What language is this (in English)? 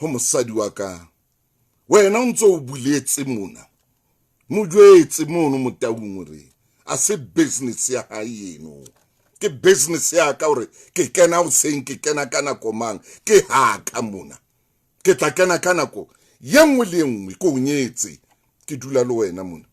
Southern Sotho